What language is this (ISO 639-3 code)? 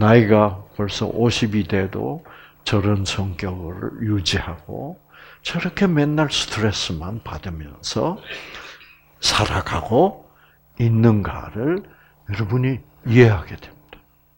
kor